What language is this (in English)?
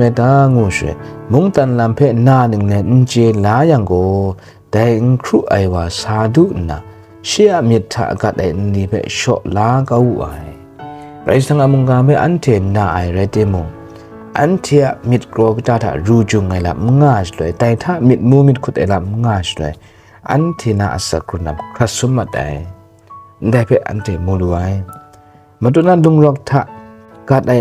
Kachin